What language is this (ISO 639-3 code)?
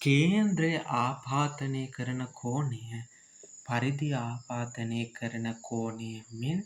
sin